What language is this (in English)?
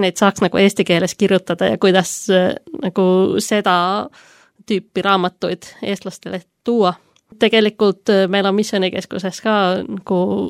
Estonian